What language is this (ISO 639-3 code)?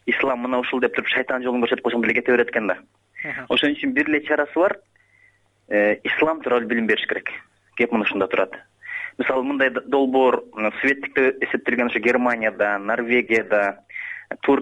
kir